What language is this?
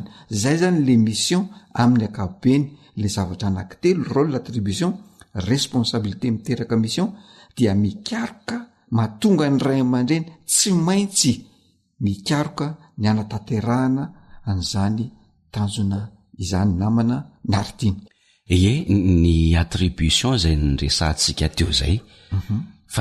Malagasy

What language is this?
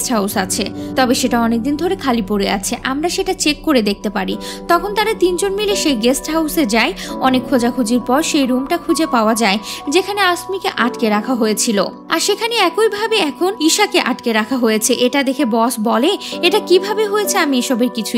Bangla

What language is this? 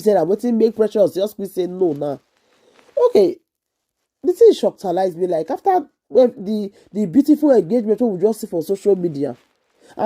Nigerian Pidgin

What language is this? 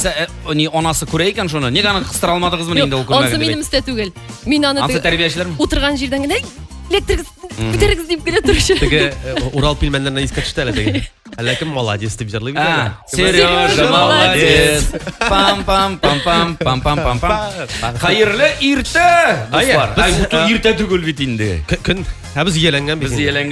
Tatar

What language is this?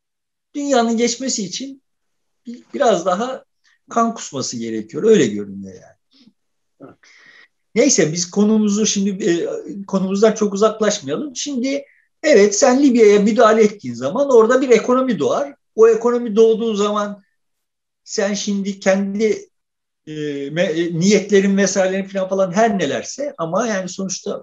Turkish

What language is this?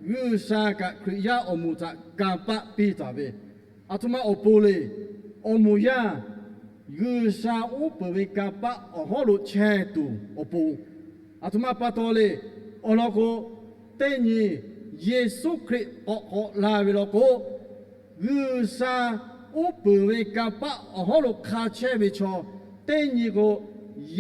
Lahu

